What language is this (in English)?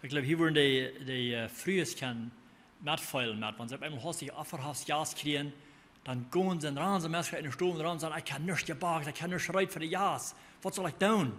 Plautdietsch